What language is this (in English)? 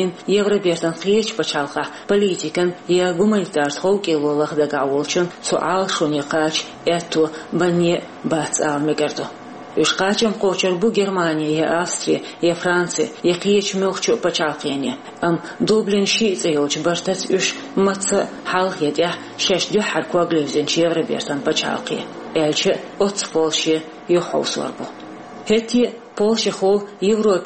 Chechen